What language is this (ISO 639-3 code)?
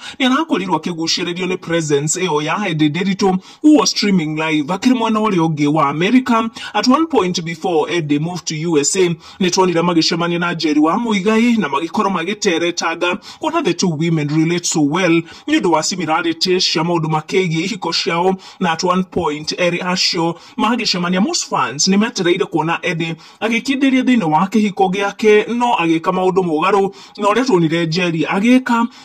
kik